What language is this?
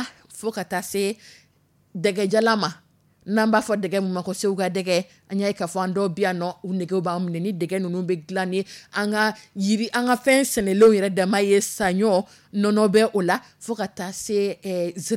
Dyula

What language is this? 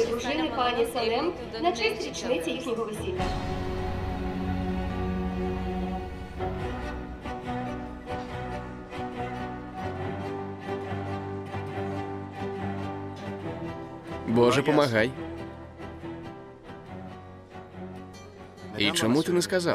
Ukrainian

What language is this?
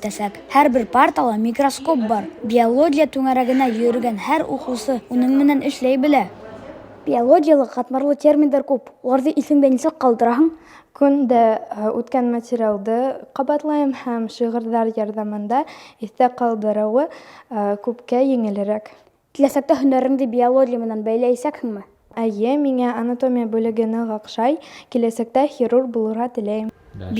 Bashkir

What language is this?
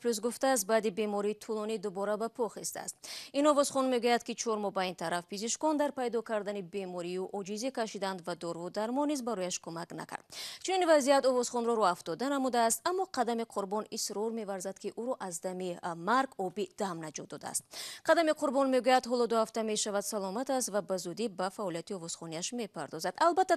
Tajik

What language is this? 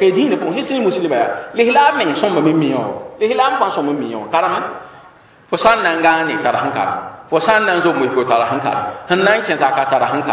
Mossi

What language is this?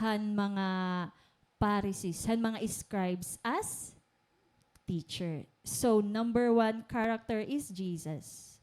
Waray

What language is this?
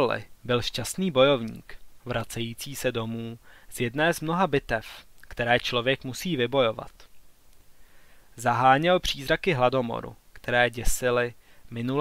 Czech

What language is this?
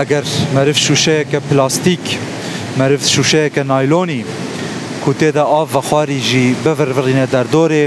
Kurdish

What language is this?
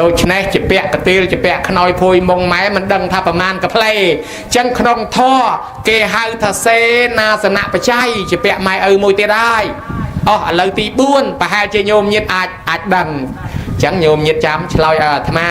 Khmer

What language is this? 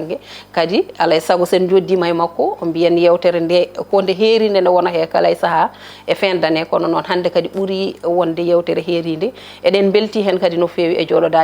Fula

